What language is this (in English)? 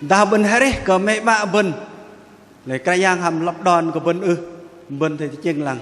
Bahnar